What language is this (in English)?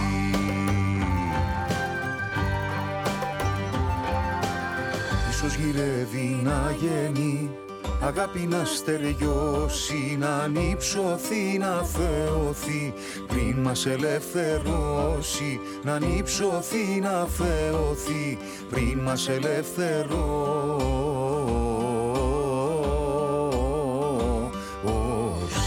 Greek